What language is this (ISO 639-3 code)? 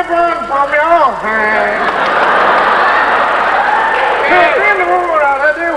msa